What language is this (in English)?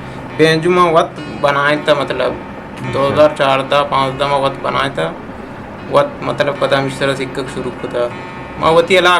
Eastern Balochi